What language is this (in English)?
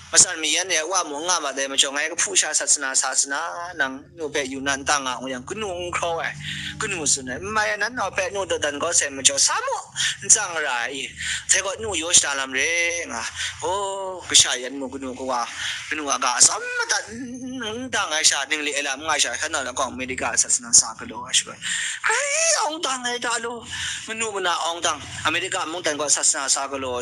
Kachin